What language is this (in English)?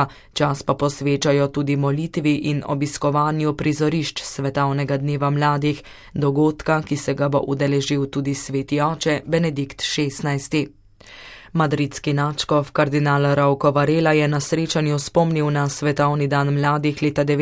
Slovenian